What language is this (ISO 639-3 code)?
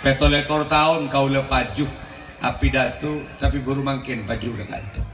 mad